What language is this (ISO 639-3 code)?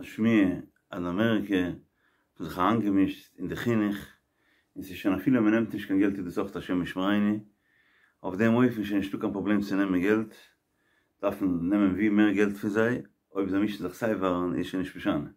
yid